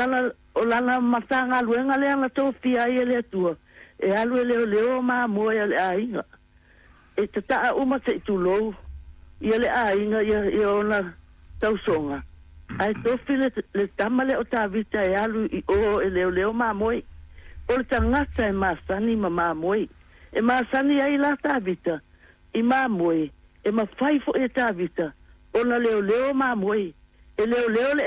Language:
Samoan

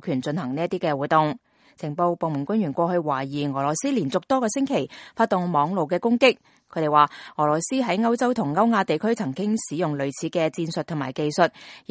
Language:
Cantonese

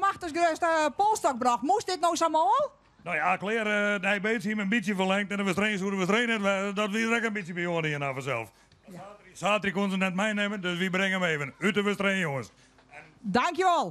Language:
Western Frisian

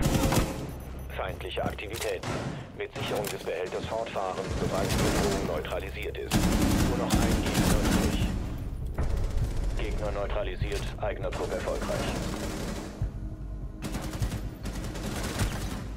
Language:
German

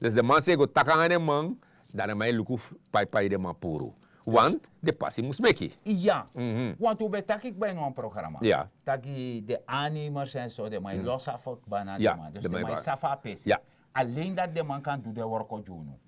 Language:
Sranan Tongo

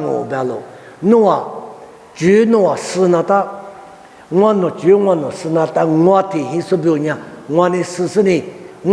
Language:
Lisu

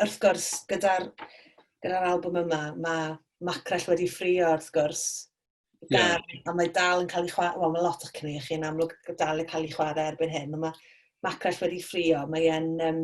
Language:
Welsh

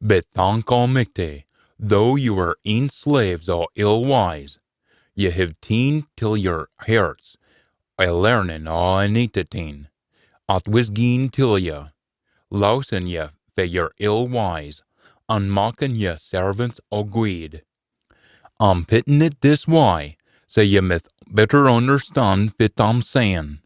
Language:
Scots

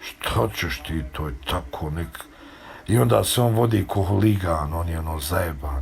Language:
Bosnian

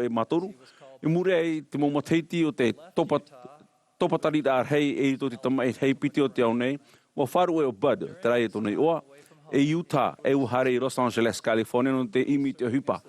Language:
Tahitian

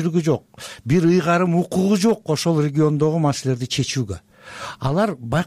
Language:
Kyrgyz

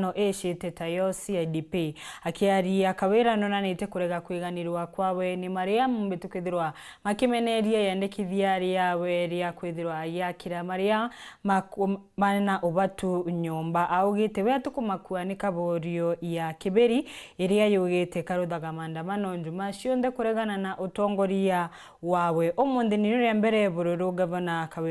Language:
Meru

